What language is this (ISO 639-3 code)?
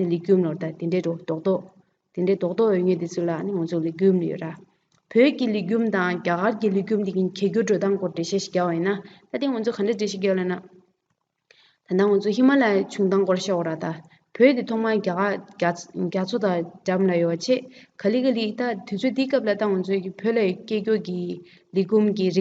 bod